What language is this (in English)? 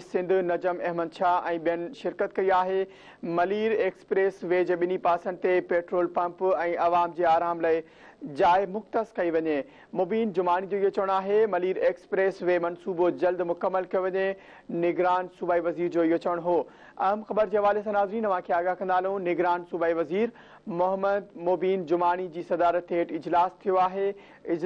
Sindhi